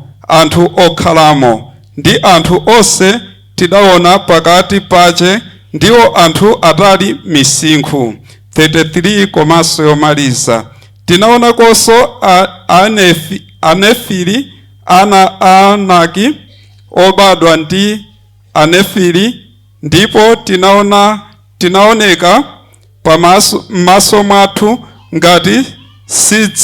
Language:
Nyanja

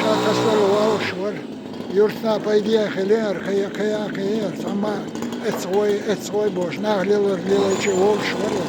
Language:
Chechen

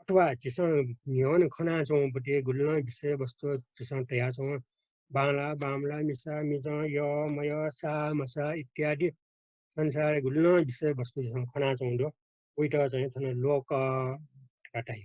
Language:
Newari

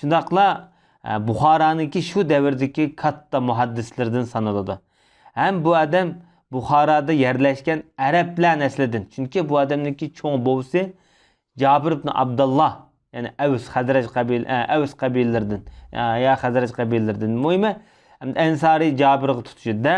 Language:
Uyghur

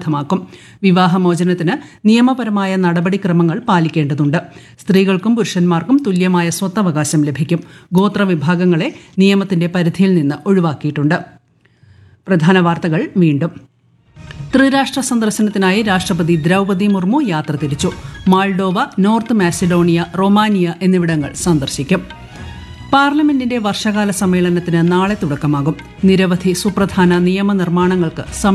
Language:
Malayalam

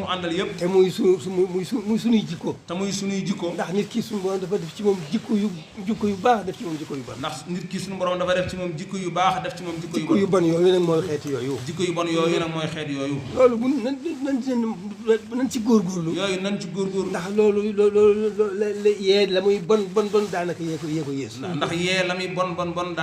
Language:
Wolof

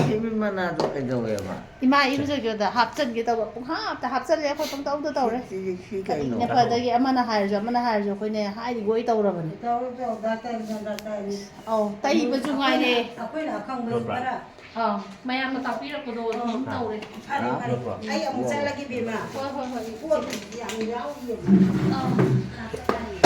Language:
Manipuri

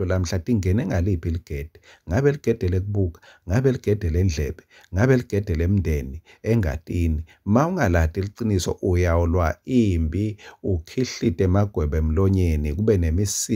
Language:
Swati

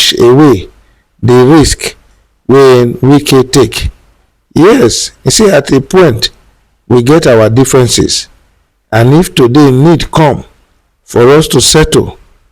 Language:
Nigerian Pidgin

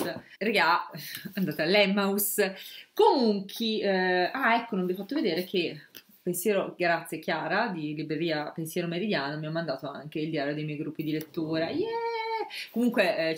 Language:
Italian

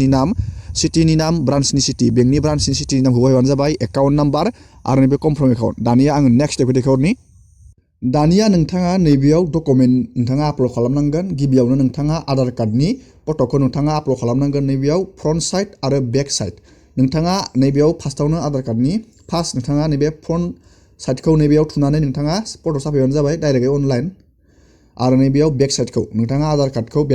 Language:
Bodo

